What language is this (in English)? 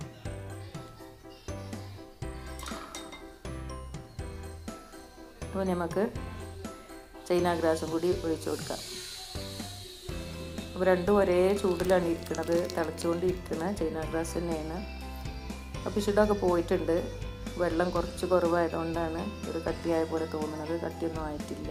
Malayalam